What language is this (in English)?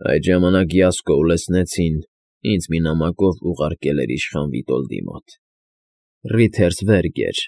Armenian